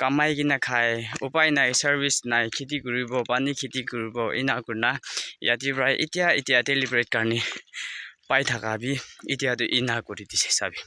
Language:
Naga Pidgin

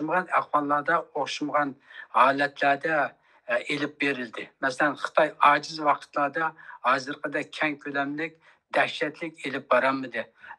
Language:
Uyghur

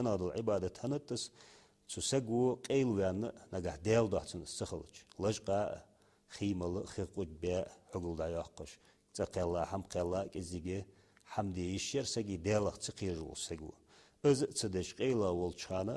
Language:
Ingush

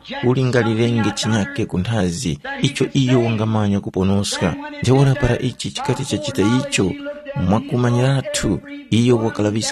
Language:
Tumbuka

